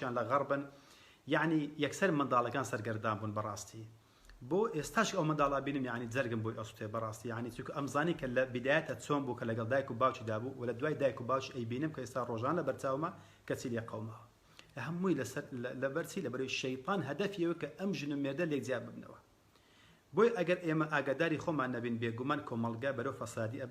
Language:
Central Kurdish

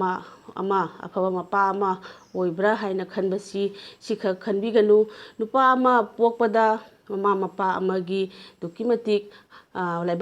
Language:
Manipuri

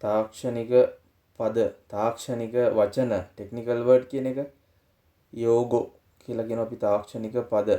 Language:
Sinhala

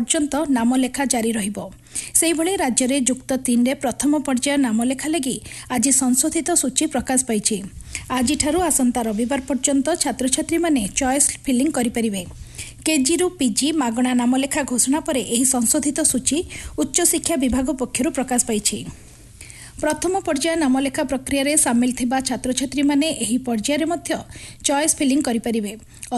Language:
Odia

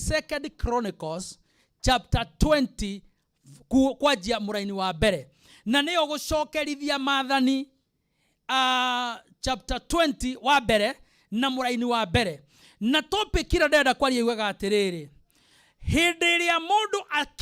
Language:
Kikuyu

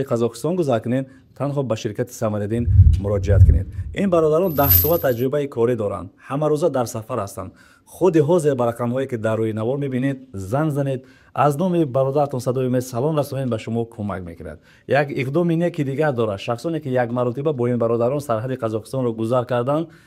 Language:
Tajik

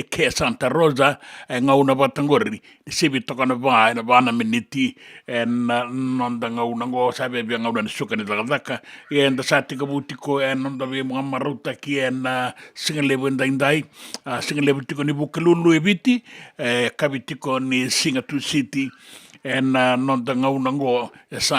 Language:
Fijian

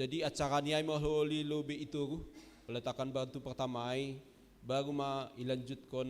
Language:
Batak Simalungun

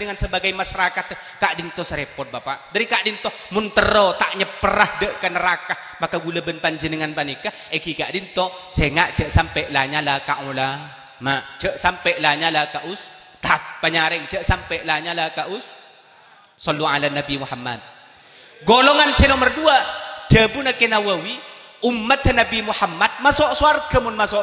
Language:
Madurese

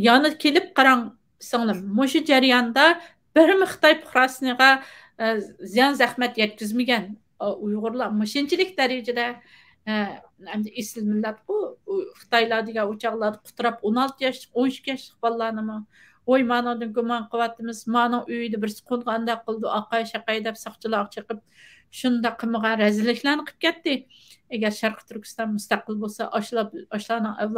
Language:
Uyghur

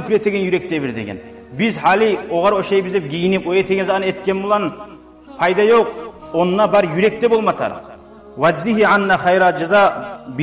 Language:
Kumyk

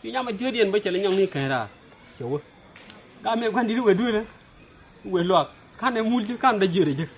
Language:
Nuer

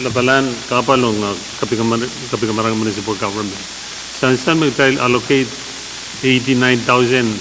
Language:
Pohnpeian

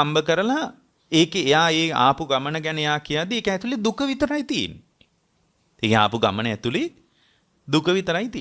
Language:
Sinhala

